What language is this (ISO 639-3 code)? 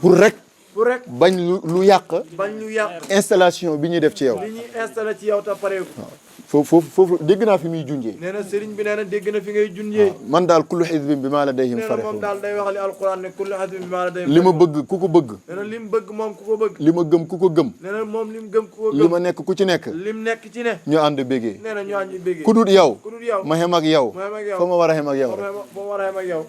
wol